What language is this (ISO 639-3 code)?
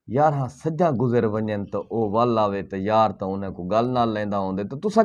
skr